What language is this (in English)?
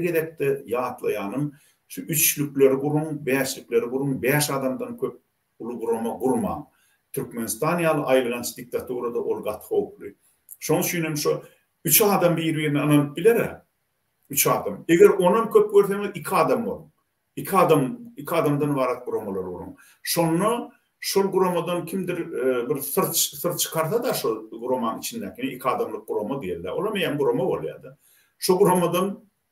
Turkmen